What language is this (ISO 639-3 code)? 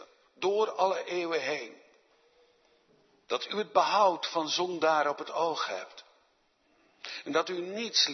nld